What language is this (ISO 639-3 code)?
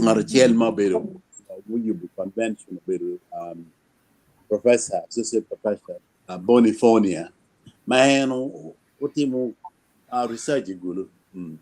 ach